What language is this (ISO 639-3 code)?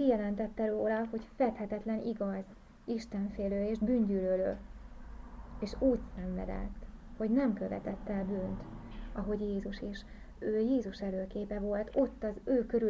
hun